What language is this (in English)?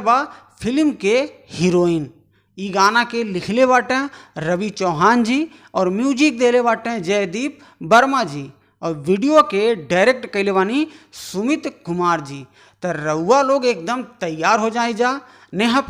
Bhojpuri